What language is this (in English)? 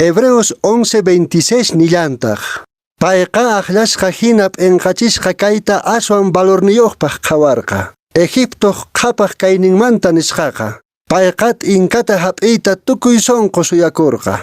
Quechua